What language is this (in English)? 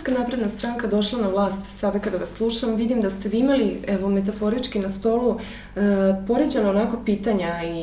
Serbian